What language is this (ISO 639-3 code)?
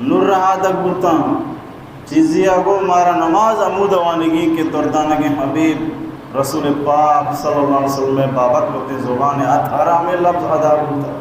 bal